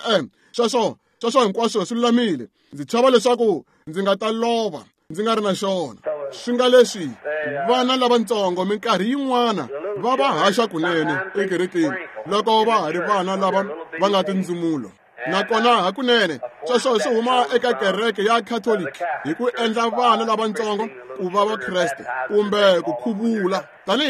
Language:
Tsonga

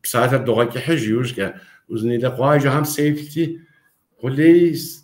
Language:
Kabardian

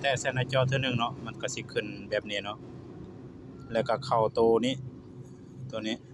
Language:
Lao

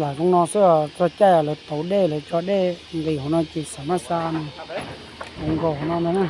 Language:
Hmong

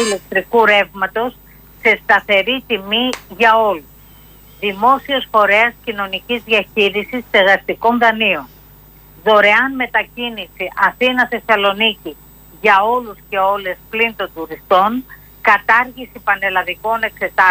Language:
Greek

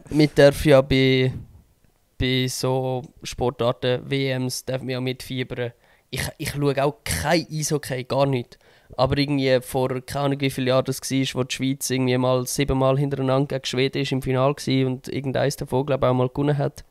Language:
Swiss German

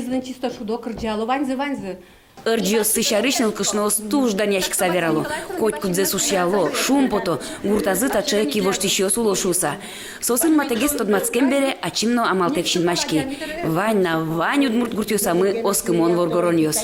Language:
Udmurt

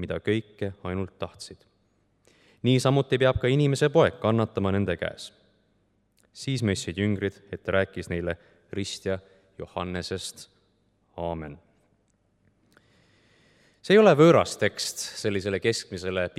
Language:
Estonian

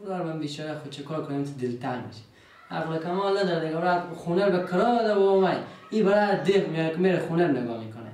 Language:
Persian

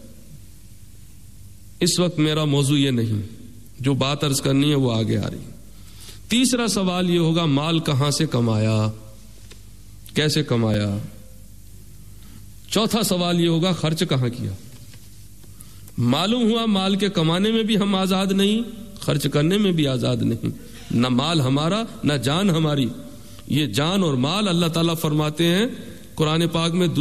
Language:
Urdu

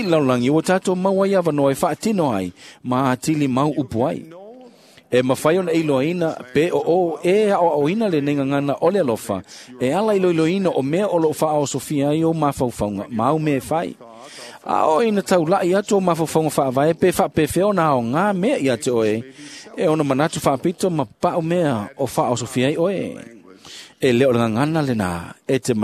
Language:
Samoan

